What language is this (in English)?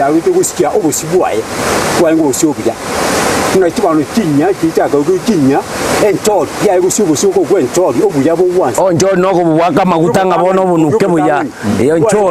Gusii